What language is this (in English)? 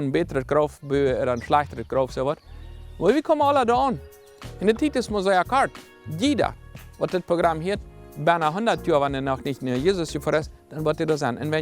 Plautdietsch